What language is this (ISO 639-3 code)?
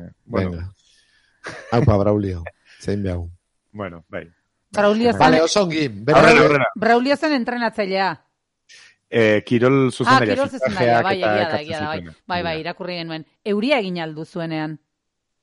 eus